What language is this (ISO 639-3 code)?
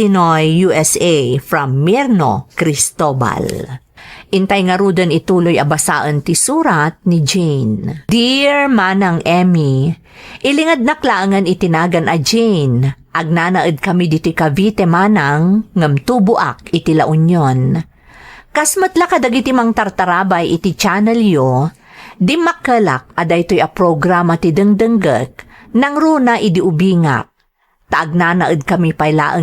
ilo